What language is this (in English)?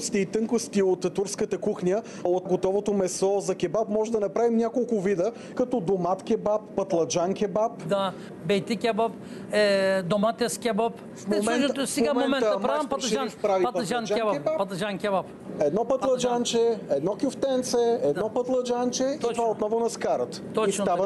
Bulgarian